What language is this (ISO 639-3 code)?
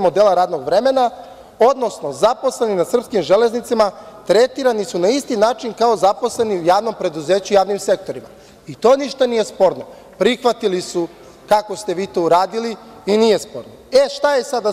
srp